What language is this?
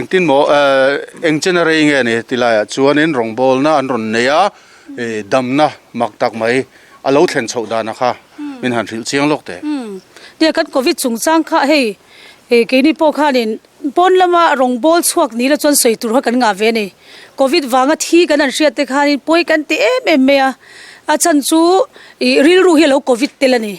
Mizo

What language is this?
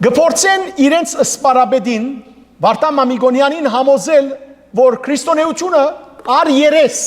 Western Armenian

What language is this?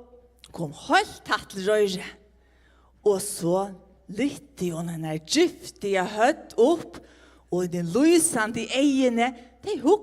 Faroese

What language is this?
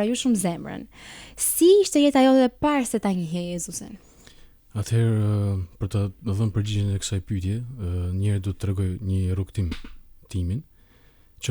Albanian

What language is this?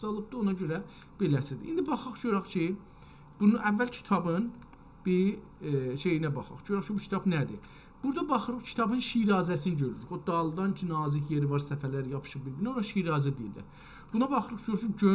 South Azerbaijani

